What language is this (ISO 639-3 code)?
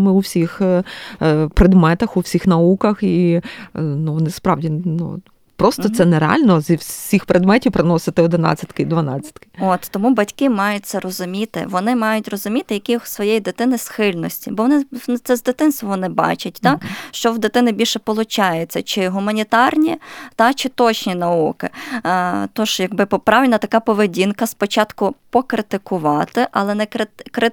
ukr